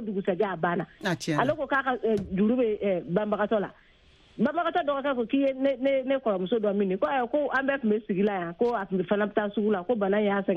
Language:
Bambara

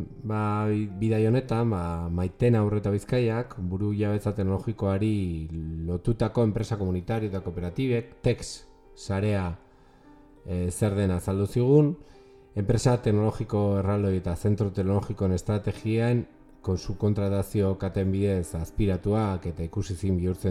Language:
Basque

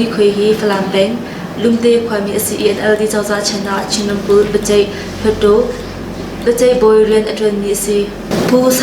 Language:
Hakha Chin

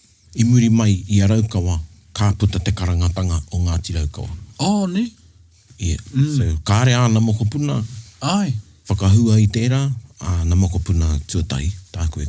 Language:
Māori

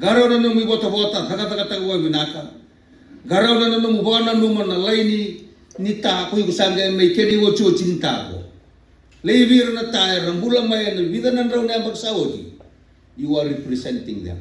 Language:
Fijian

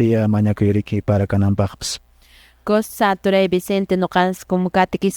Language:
Quechua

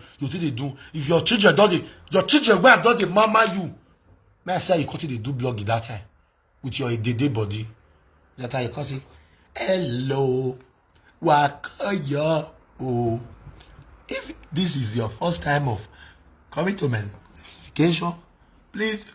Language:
Nigerian Pidgin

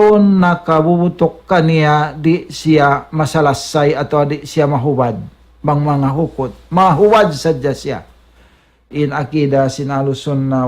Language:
Tausug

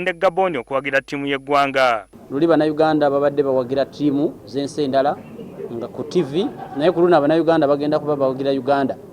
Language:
Ganda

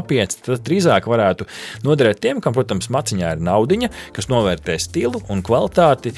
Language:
Latvian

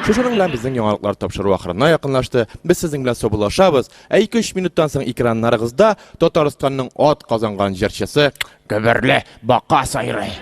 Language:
Tatar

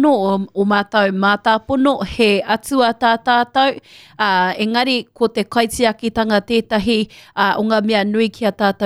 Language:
Māori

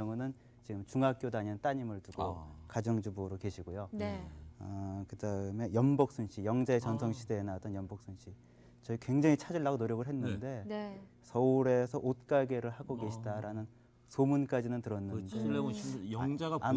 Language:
Korean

